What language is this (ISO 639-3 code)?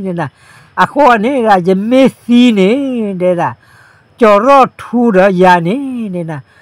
ksw